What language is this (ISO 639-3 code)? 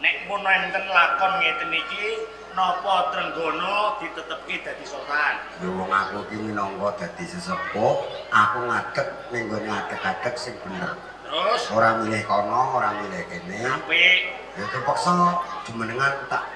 jav